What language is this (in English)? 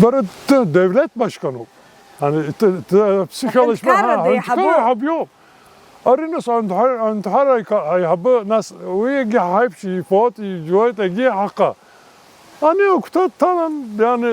Abkhazian